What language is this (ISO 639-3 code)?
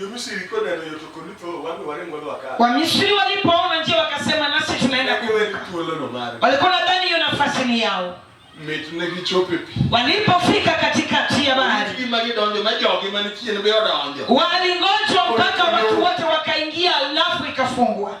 luo